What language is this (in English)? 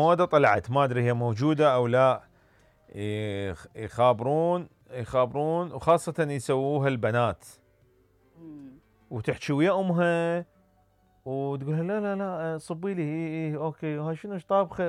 Mesopotamian Arabic